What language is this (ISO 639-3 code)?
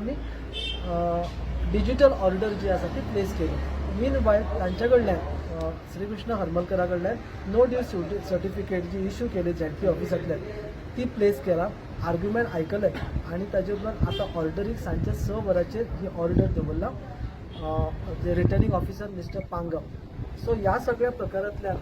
kok